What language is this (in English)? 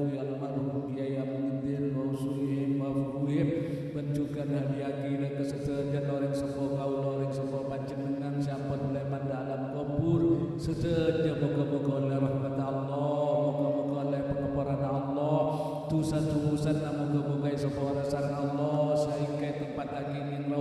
Madurese